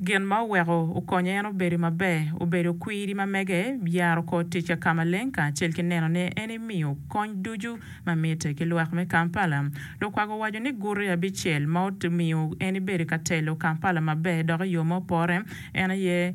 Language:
Acoli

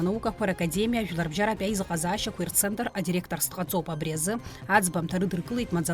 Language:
Abkhazian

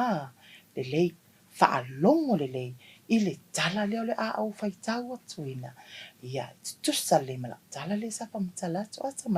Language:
Samoan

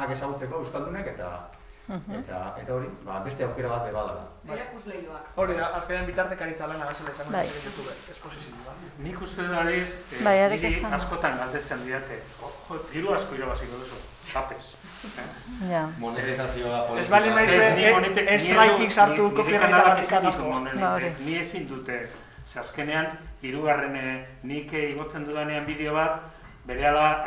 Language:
Basque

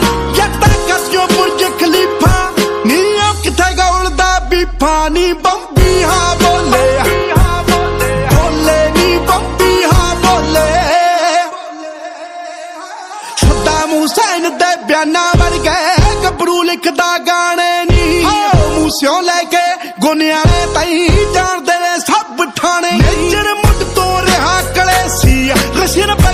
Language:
Punjabi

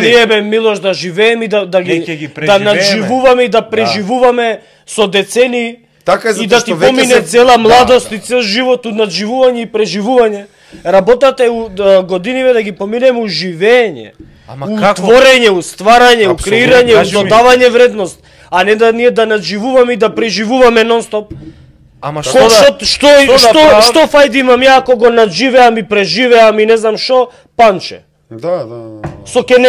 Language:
Macedonian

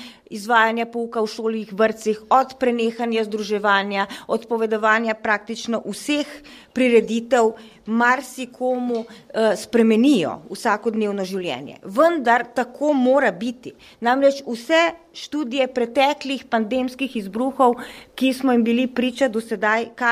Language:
Slovenian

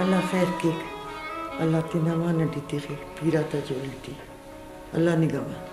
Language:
Brahui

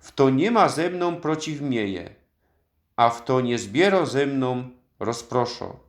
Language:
Silesian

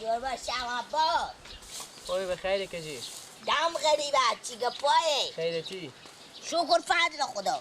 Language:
Persian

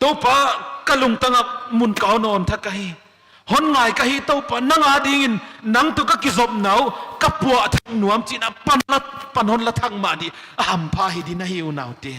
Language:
Paite Chin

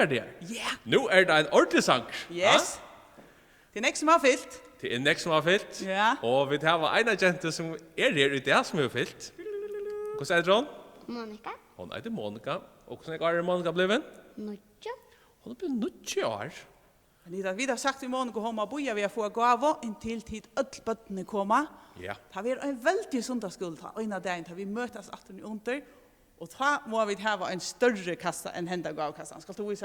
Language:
Faroese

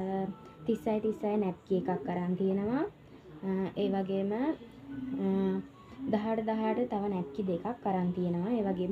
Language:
Sinhala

